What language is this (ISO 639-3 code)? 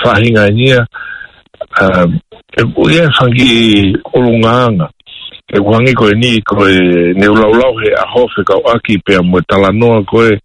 ton